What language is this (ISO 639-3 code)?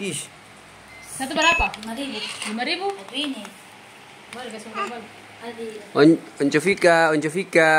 abs